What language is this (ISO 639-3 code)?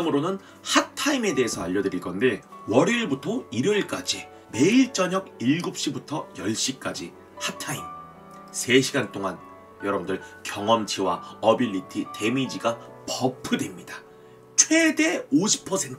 kor